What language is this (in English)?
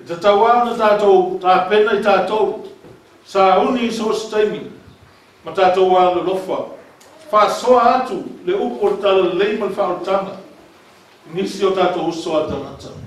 Samoan